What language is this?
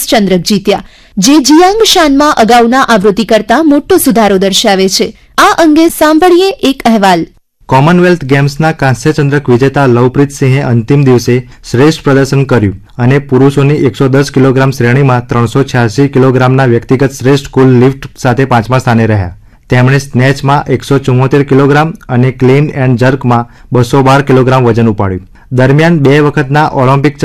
Gujarati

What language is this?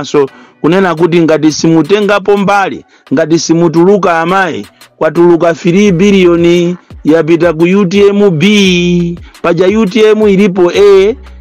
Nyanja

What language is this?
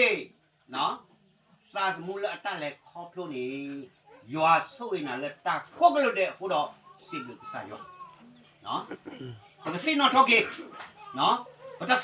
S'gaw Karen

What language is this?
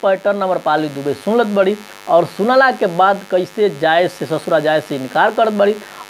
Bhojpuri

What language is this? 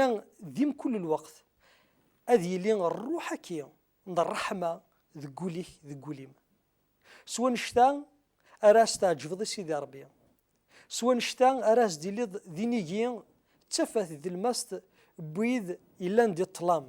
Kabyle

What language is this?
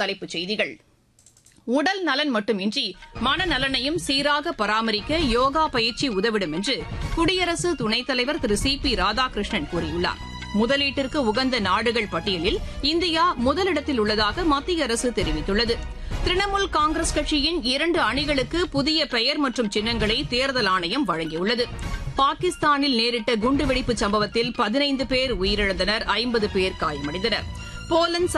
Tamil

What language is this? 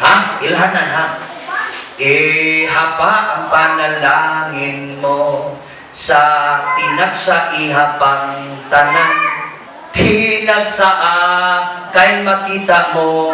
Cebuano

